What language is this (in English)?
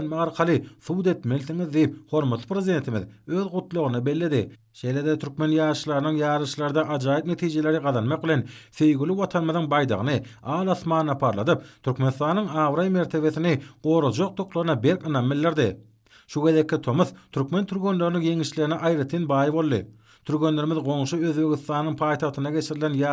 Turkmen